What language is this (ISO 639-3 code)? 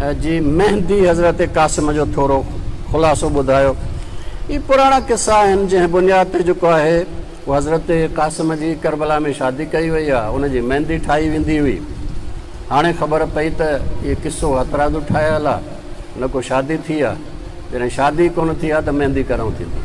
snd